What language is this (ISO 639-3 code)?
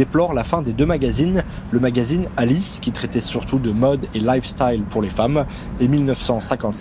fra